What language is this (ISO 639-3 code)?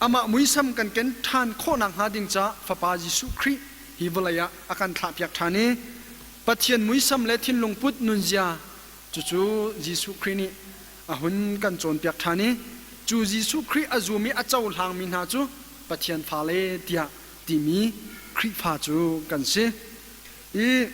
cnh